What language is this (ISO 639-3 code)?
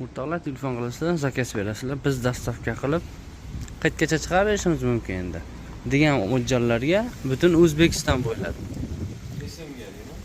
uzb